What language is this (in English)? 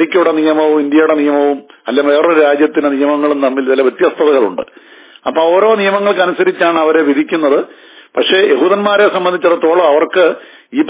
Malayalam